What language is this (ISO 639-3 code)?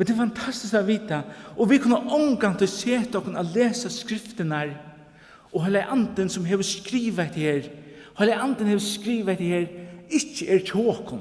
fao